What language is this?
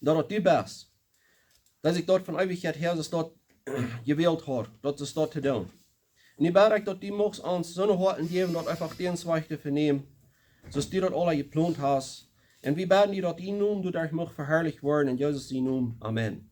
Plautdietsch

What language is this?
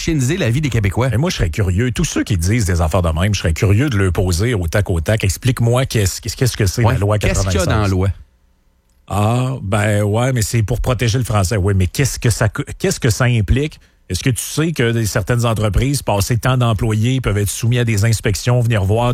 French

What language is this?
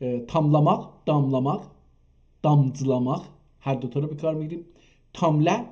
South Azerbaijani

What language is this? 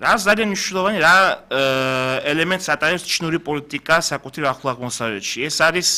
Georgian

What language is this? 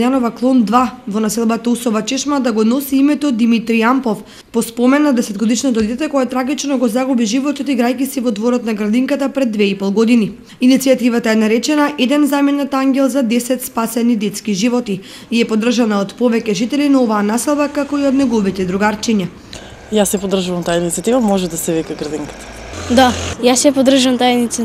Macedonian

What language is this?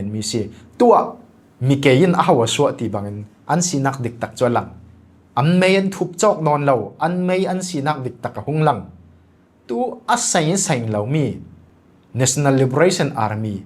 Falam Chin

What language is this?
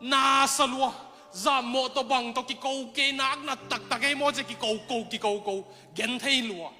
Tedim Chin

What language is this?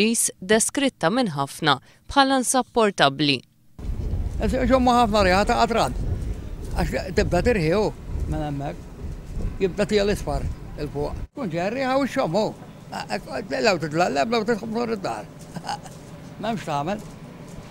Maltese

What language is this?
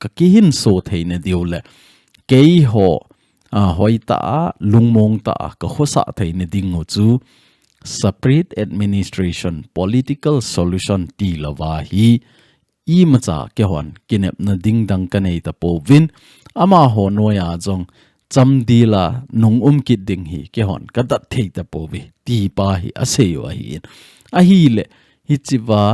Thado Chin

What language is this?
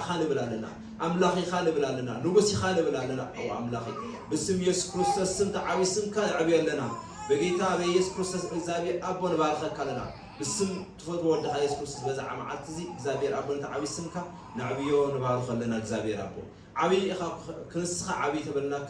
Tigrinya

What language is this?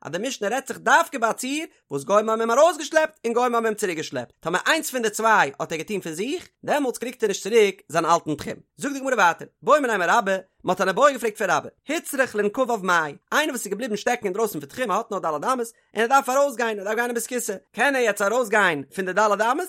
Yiddish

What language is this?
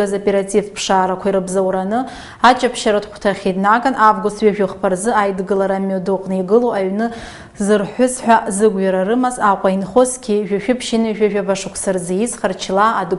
Abkhazian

